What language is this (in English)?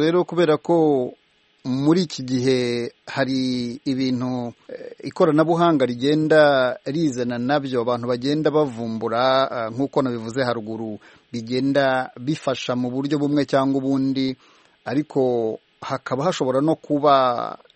Kinyarwanda